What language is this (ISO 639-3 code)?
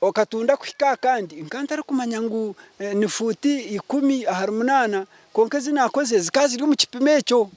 nyn